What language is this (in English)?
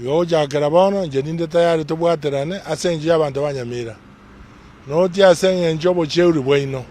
Gusii